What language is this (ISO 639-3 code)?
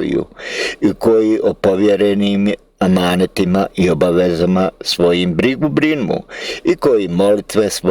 bos